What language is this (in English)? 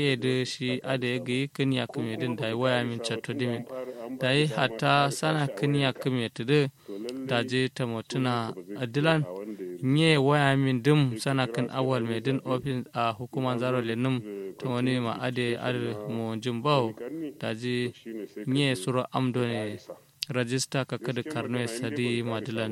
Kanuri